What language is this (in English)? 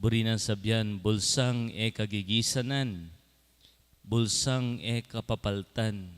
Pampanga